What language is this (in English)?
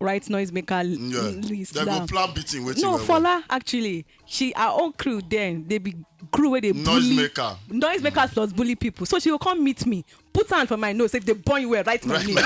Nigerian Pidgin